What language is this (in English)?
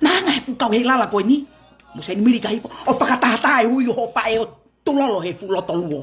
Tongan